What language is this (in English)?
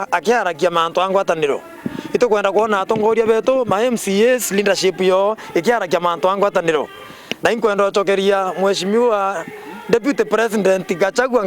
Meru